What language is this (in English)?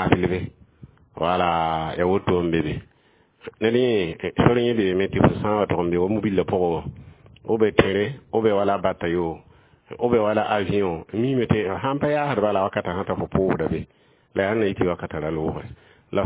Mossi